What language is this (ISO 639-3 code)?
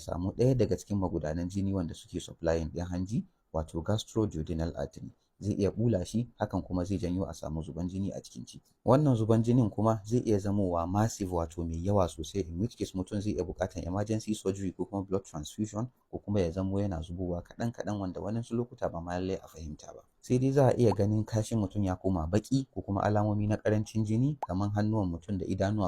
hau